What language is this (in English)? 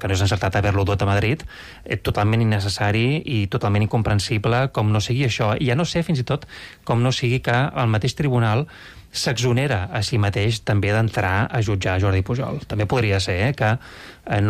Catalan